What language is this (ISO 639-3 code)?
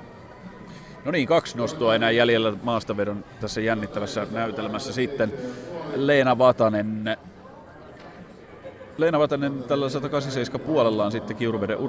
fin